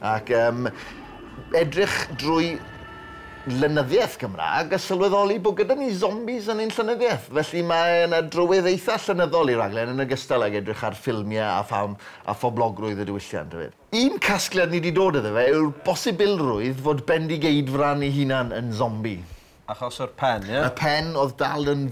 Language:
Welsh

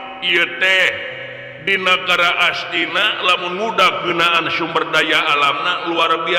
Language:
Sundanese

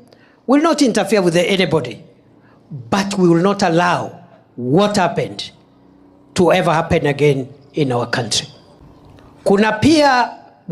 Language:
Meru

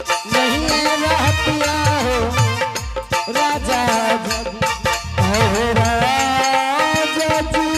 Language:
Angika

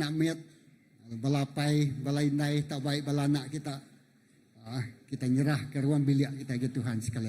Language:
Iban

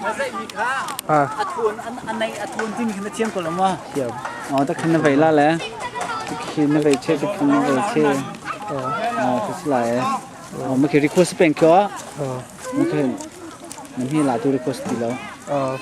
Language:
Hakha Chin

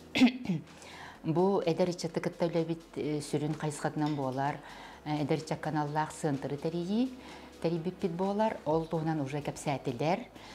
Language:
Yakut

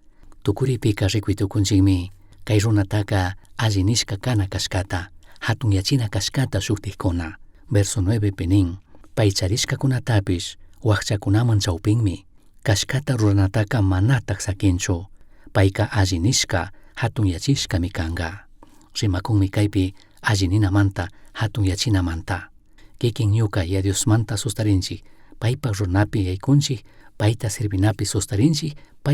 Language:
Chimborazo Highland Quichua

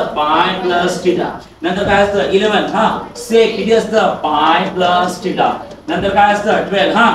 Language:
Marathi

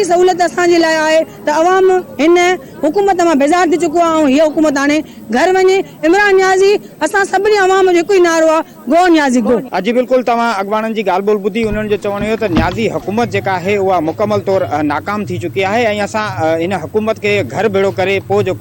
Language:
Sindhi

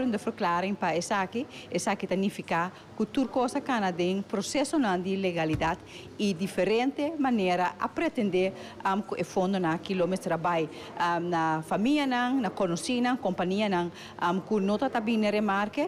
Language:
Papiamento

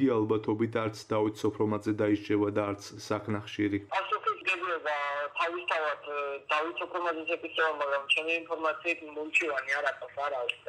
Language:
Georgian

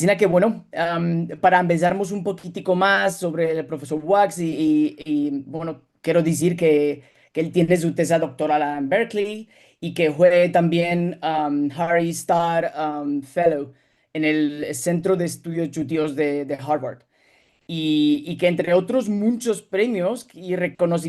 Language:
Ladino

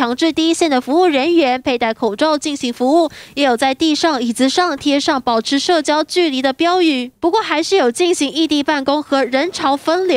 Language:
Chinese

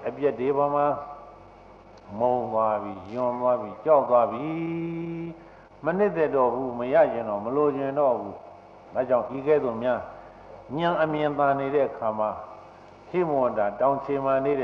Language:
Burmese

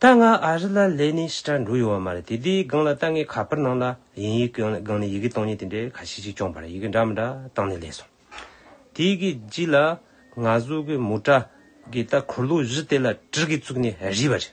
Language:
Tibetan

